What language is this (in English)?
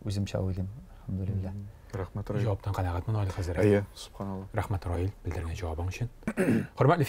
Tatar